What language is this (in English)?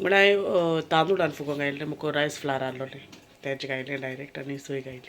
Konkani